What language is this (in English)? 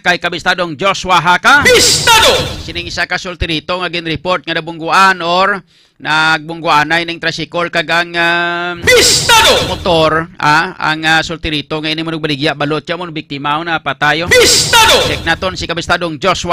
Hiligaynon